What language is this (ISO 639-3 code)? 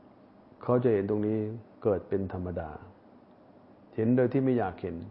tha